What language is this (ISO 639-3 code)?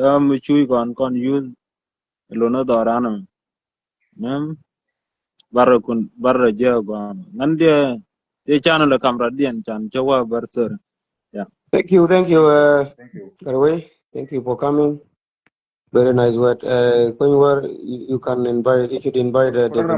nus